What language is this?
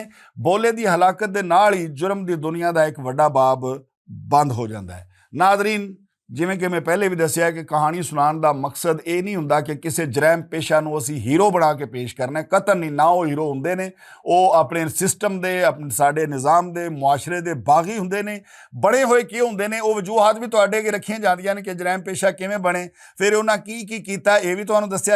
Western Panjabi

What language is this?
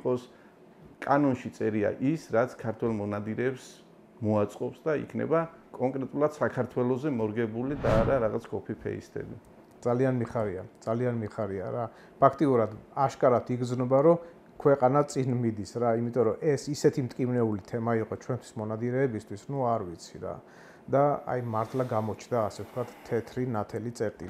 Georgian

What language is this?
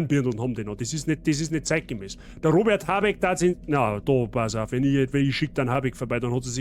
Bavarian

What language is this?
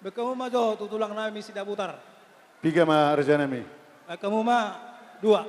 Batak Toba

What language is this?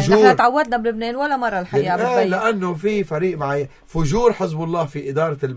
North Levantine Arabic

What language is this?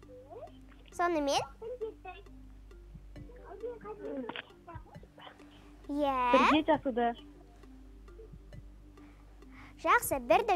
Kazakh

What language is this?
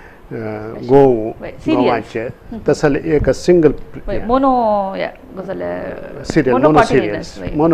Konkani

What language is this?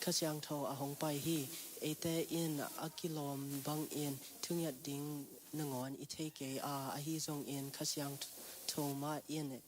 Tedim Chin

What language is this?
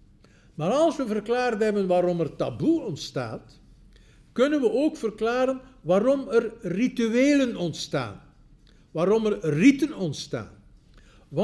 Dutch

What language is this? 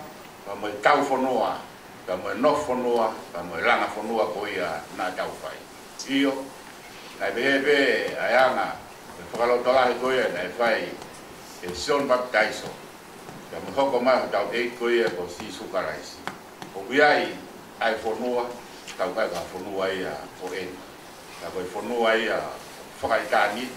Tongan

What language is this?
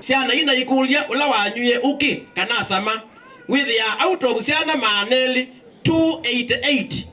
Kamba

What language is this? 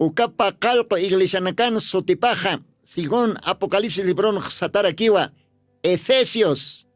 Aymara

